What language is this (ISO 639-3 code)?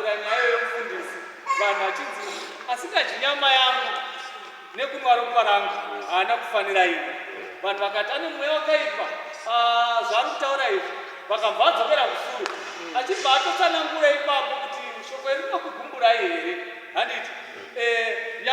sna